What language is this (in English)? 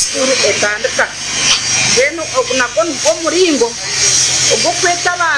Nyankole